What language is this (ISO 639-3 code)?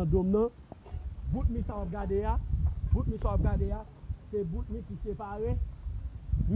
hat